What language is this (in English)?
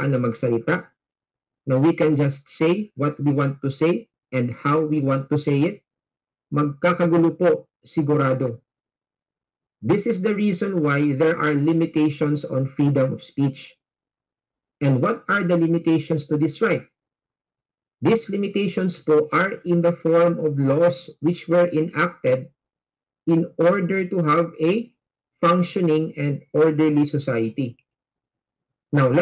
Filipino